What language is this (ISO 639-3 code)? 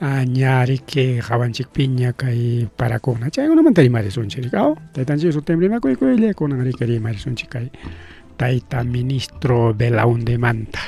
quy